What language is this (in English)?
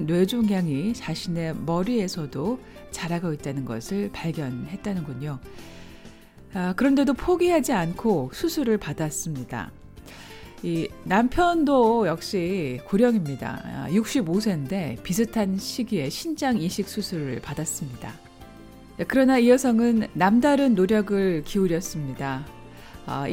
Korean